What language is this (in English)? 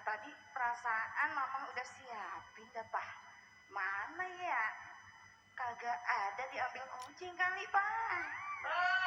Betawi